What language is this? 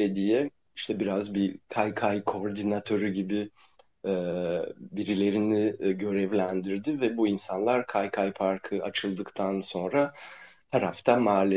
Turkish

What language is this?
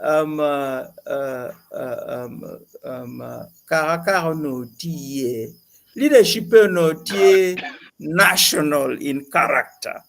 Acoli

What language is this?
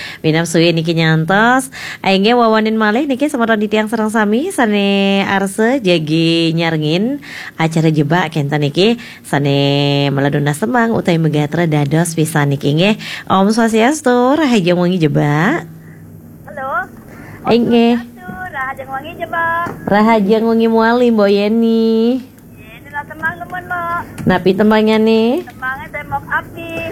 Balinese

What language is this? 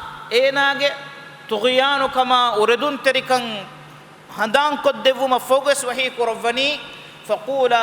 Divehi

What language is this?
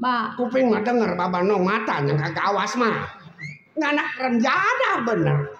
Betawi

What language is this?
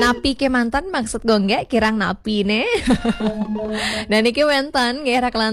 Balinese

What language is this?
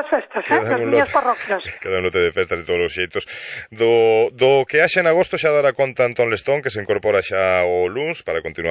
Galician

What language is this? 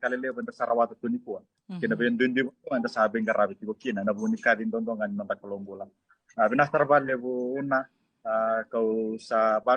Fijian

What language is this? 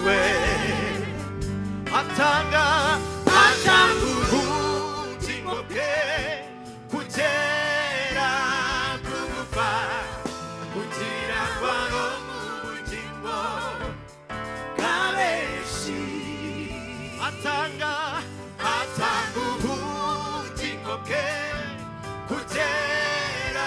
Kinyarwanda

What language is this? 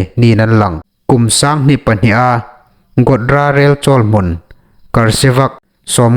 Hmar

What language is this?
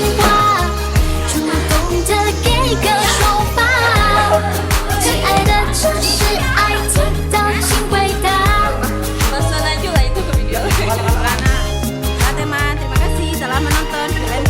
Minangkabau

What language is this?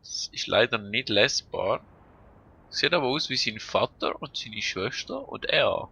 Swiss German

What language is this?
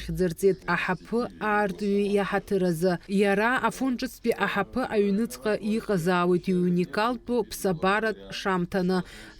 Abkhazian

